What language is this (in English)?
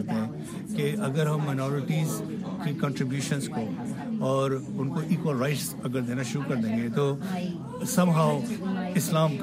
Urdu